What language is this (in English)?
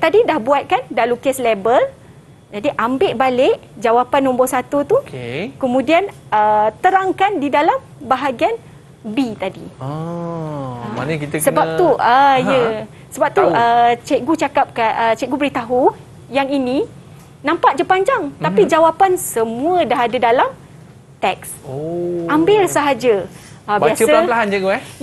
Malay